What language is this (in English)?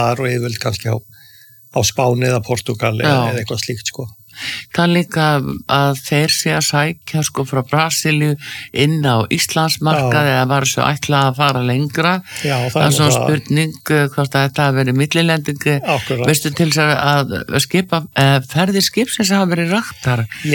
Icelandic